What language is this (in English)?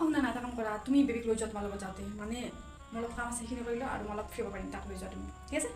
Assamese